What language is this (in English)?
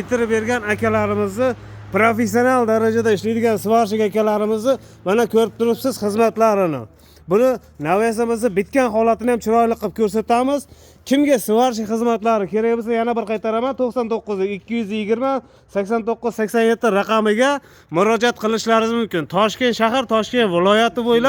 Uzbek